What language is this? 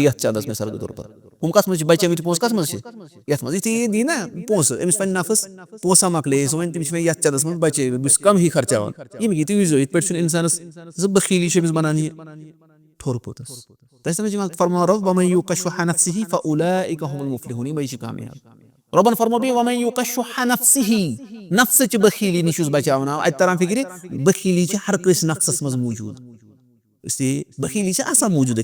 Kashmiri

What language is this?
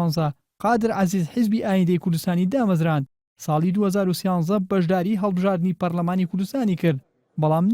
Central Kurdish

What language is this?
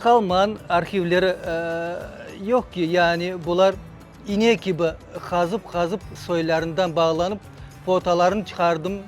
Crimean Tatar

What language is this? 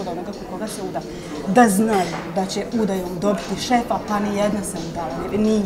Bosnian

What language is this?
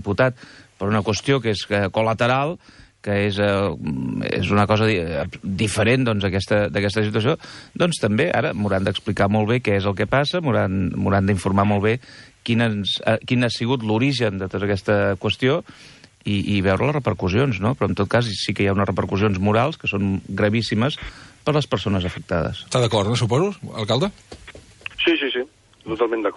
Catalan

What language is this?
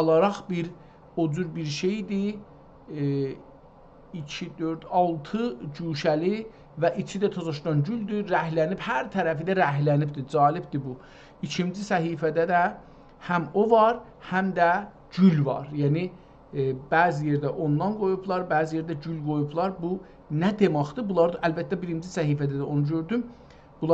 South Azerbaijani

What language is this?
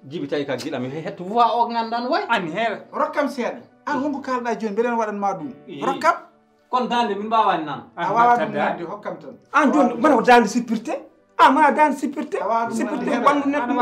Fula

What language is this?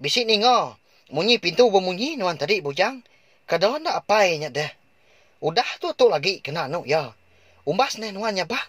Iban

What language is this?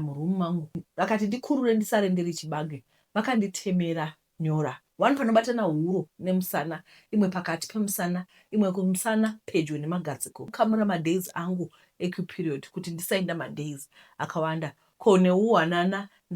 Shona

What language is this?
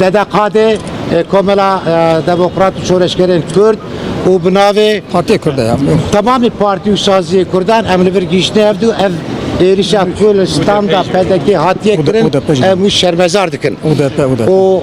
Kurdish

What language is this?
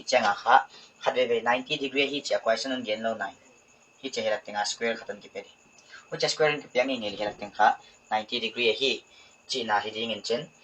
Paite Chin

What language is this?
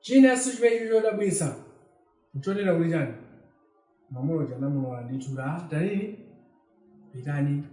Nyanja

